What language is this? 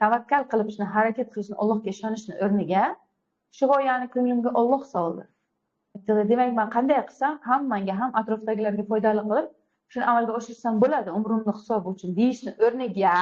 Uzbek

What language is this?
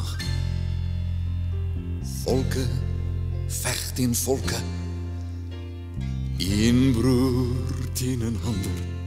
Afrikaans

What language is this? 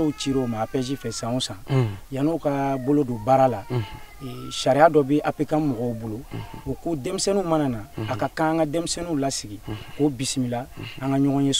Bambara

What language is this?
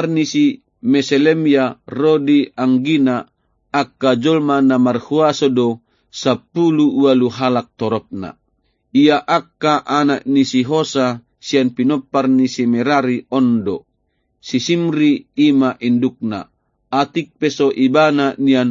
Batak Toba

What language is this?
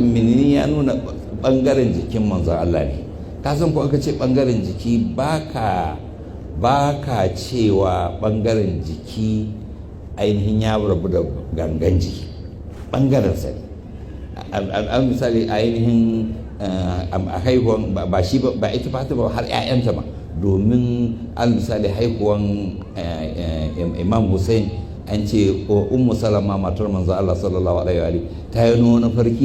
Hausa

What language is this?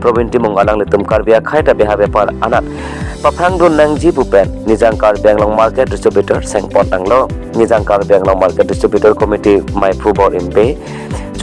Karbi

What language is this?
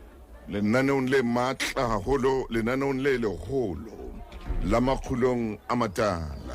Southern Sotho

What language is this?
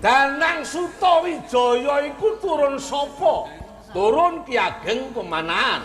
Javanese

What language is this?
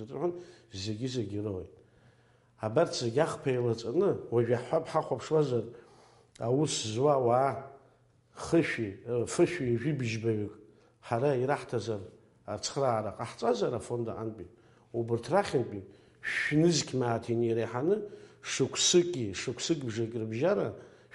Abkhazian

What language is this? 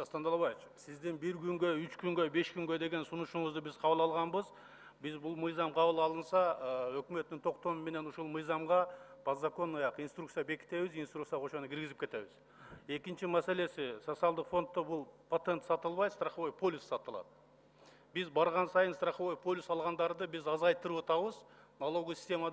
Kyrgyz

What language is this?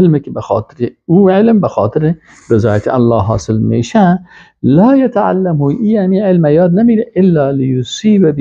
Persian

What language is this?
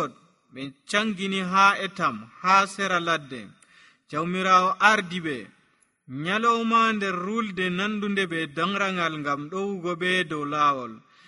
Nigerian Fulfulde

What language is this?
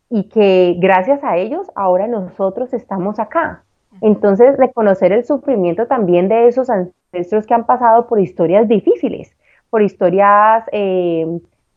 Spanish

